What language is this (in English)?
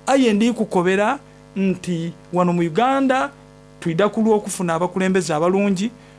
Soga